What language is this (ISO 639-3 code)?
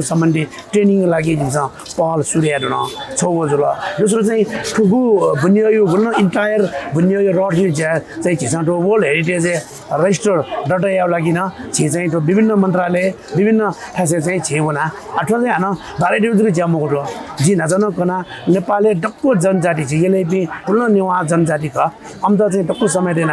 new